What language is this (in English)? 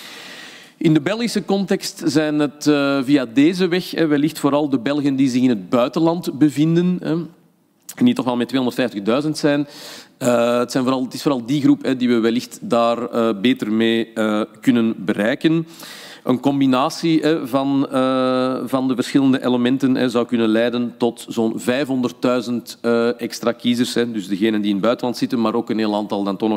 Dutch